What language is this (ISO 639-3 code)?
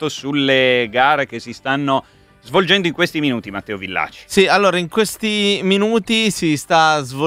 ita